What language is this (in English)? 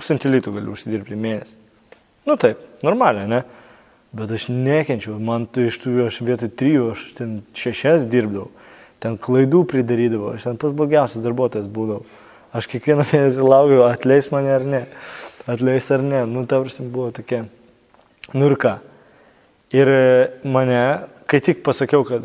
Lithuanian